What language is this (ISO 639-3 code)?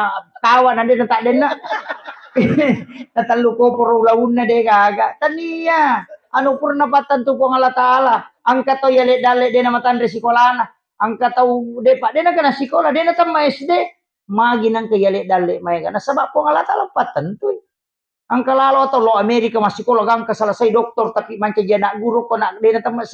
bug